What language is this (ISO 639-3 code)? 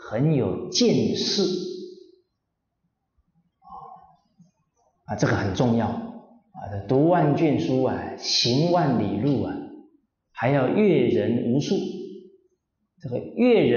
zho